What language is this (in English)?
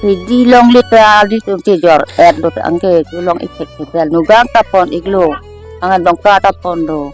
Karbi